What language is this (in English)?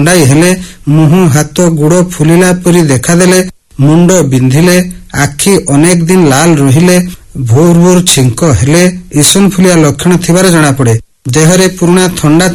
Odia